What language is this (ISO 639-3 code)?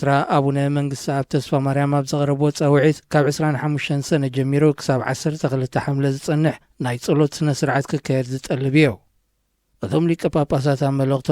tir